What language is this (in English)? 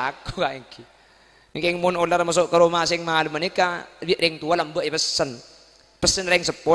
Madurese